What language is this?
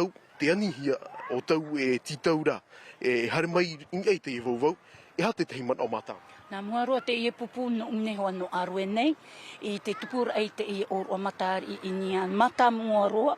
Tahitian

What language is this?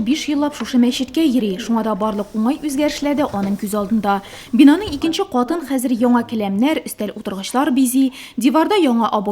Tatar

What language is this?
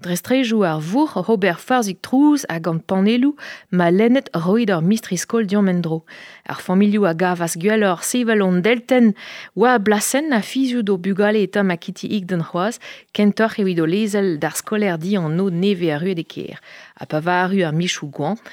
Breton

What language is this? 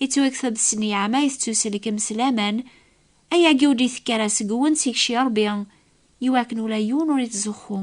Kabyle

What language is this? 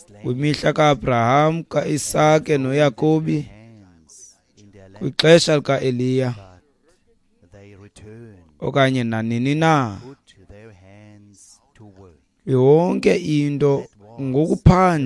Xhosa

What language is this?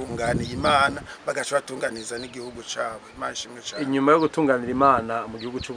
Rundi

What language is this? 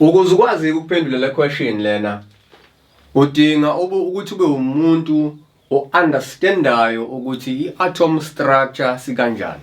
Zulu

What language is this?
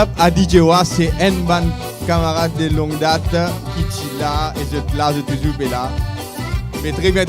Morisyen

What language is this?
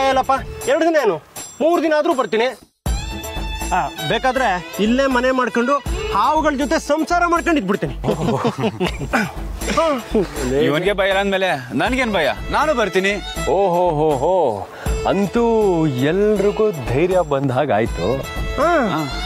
Kannada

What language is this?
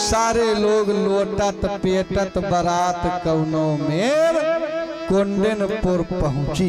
Awadhi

